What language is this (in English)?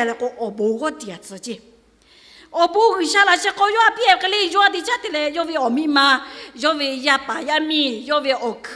Lahu